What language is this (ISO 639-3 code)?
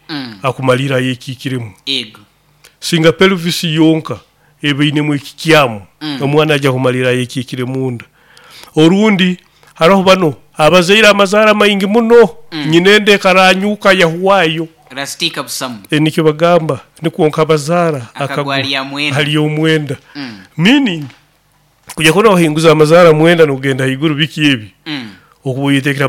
nyo